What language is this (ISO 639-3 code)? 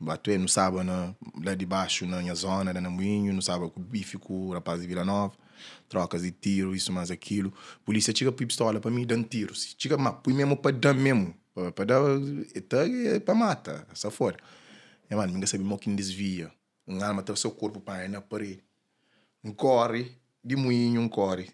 kea